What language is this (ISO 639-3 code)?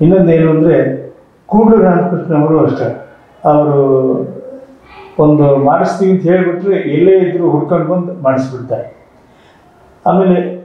kan